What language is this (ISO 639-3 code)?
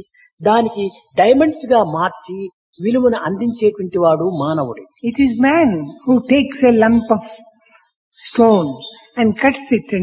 tel